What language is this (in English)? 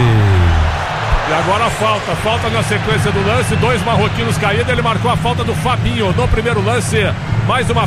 Portuguese